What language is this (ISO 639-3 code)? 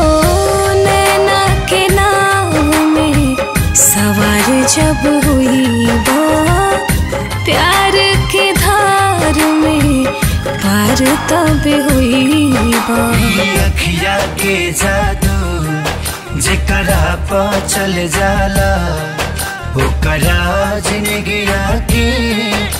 bho